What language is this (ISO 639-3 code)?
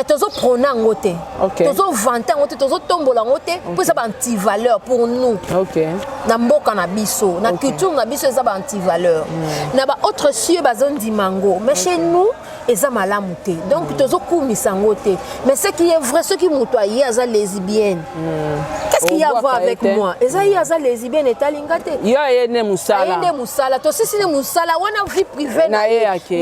lin